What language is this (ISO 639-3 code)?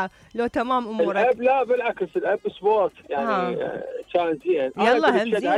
acm